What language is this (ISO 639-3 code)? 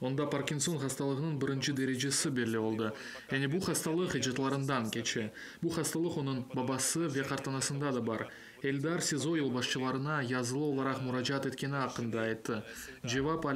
crh